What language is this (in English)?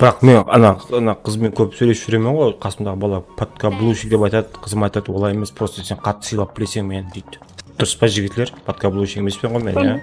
Kara-Kalpak